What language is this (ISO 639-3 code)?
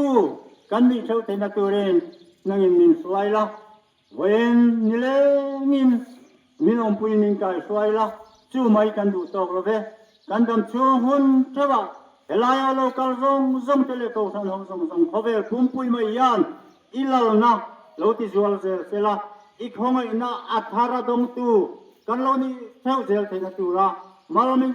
lus